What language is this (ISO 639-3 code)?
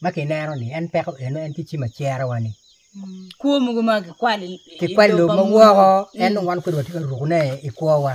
ach